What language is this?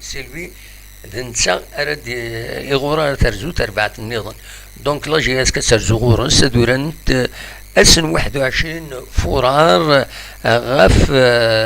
Kabyle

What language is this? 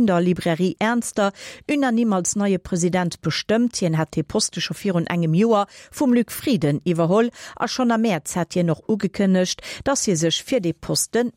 Luxembourgish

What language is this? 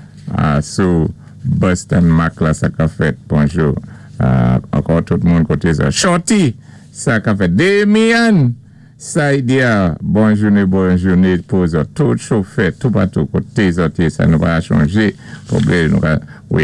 Saint Lucian Creole French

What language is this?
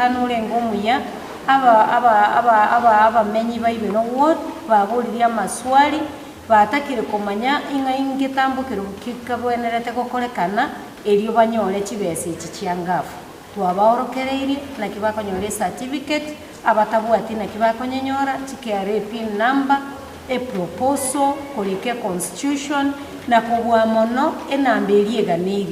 Gusii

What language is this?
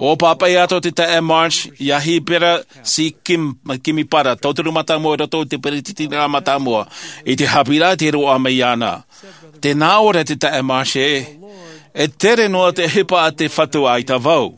Tahitian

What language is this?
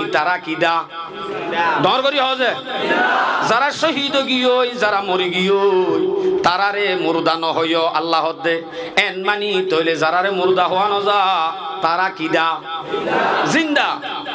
Rohingya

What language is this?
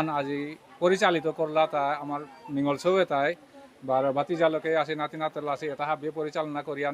Bishnupriya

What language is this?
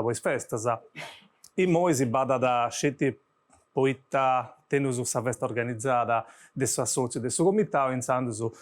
Sardinian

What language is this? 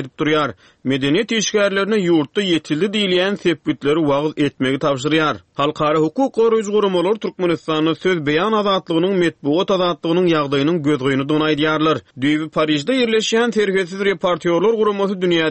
Turkmen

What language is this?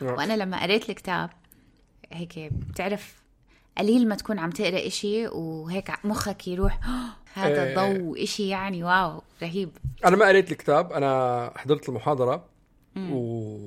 North Levantine Arabic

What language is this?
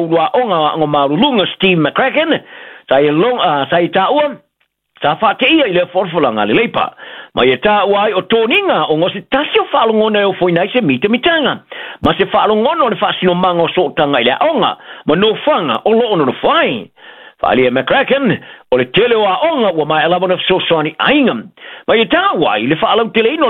Samoan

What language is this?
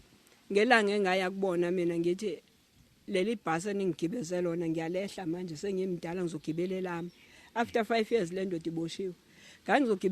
Zulu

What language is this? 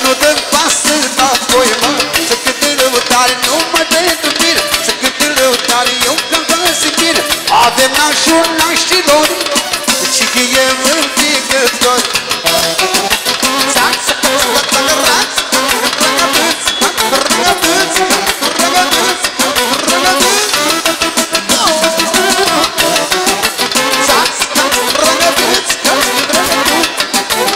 Romanian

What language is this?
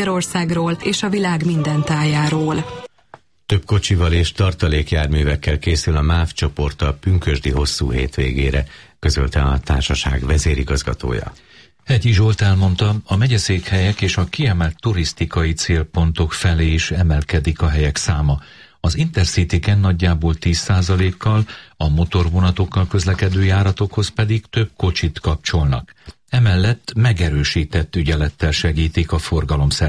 Hungarian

